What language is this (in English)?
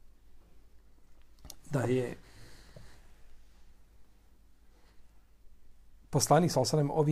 Bosnian